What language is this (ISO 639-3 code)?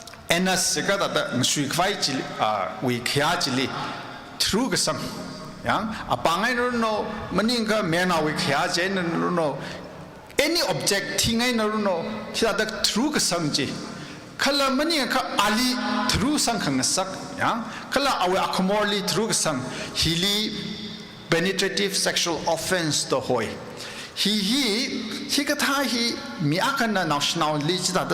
nmf